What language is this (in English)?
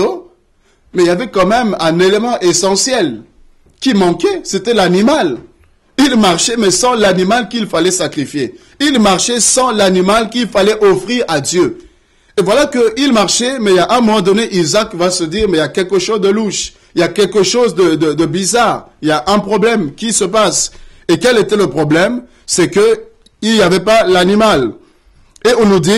French